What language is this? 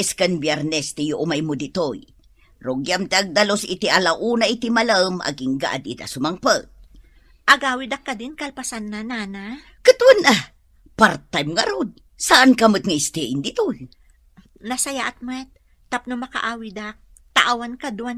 Iloko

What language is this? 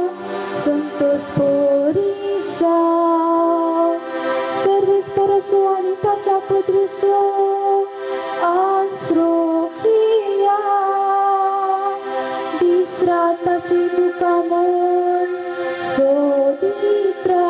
Konkani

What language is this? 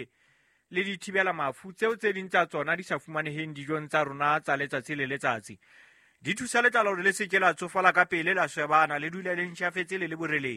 Southern Sotho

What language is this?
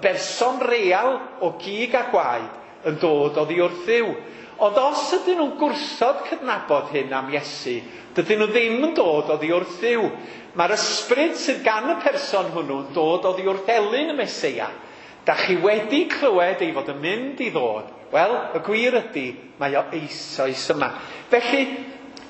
Welsh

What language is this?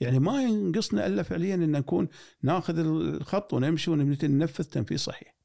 Gulf Arabic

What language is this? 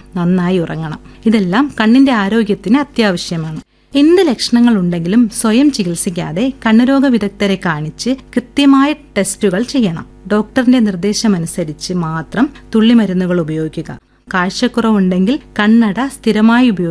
Malayalam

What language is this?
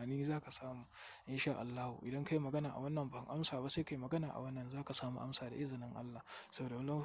Hausa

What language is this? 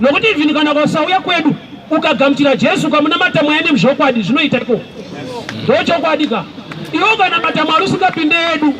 Shona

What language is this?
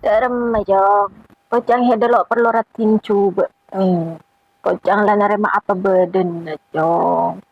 Madurese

